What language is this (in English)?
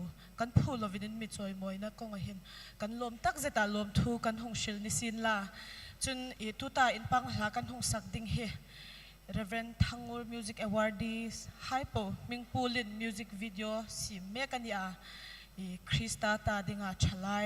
Hmar